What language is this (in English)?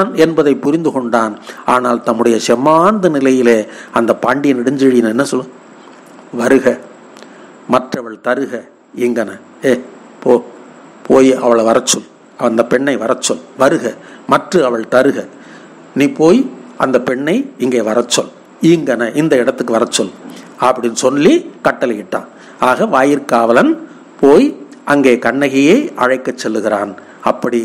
Tamil